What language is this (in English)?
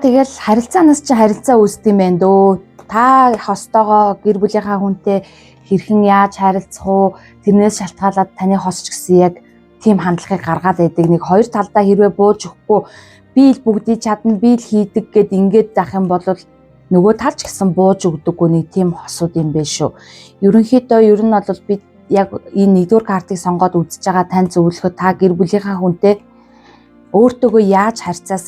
Mongolian